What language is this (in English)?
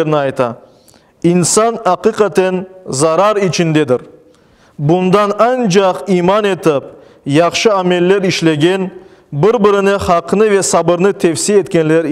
Crimean Tatar